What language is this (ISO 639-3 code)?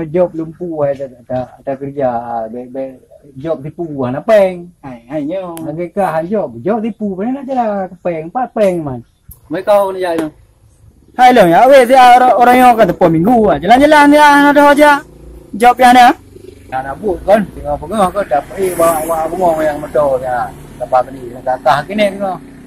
ace